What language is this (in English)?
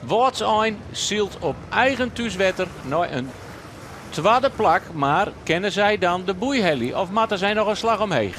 Western Frisian